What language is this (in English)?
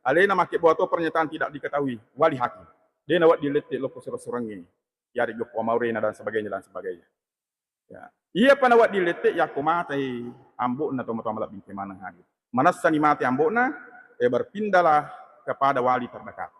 Buginese